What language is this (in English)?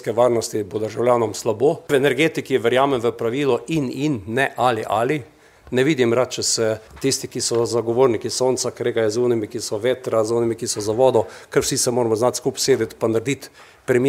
Slovenian